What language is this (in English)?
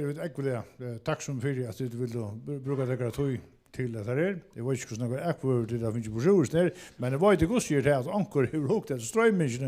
Faroese